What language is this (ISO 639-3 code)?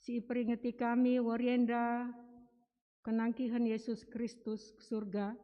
btx